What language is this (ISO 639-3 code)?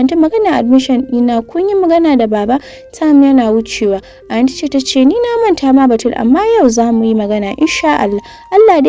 hau